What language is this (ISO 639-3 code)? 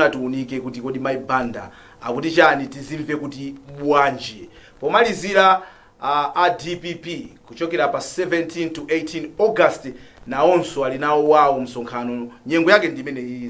nya